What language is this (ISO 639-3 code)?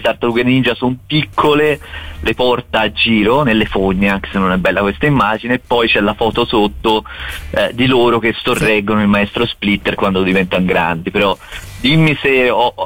ita